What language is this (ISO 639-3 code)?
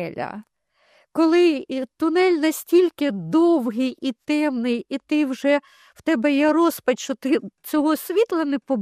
ukr